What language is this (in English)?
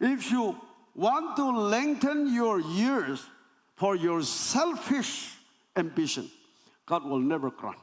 Naga Pidgin